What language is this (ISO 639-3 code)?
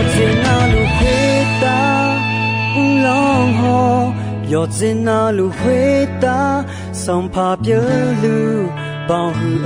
ahk